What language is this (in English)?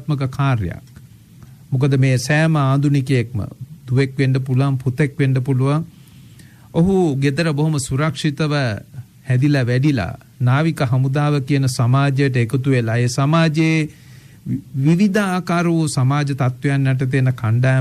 Sinhala